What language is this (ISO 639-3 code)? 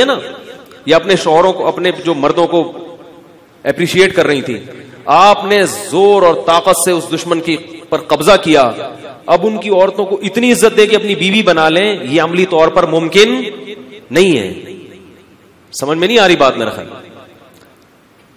urd